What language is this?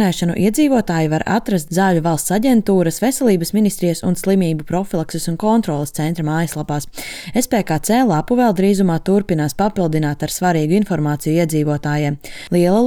Latvian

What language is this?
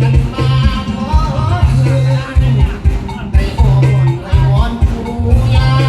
Lao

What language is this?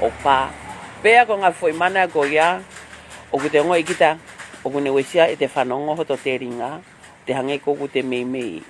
Tongan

